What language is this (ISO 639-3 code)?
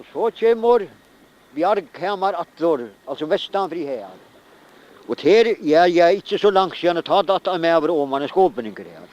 fao